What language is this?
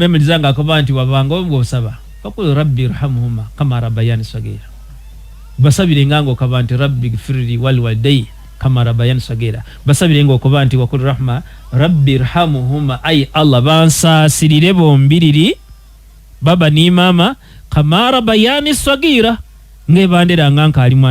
Ganda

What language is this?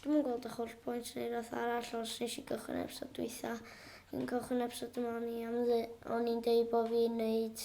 Welsh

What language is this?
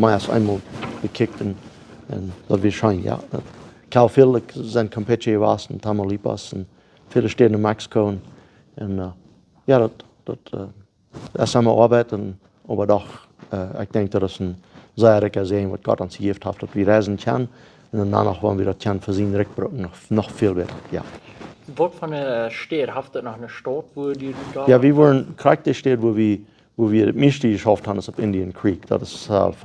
Plautdietsch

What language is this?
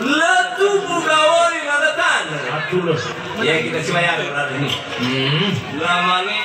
Nias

